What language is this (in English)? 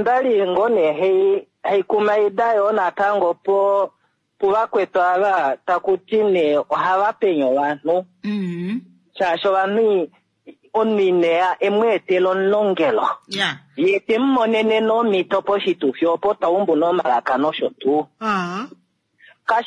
Kuanyama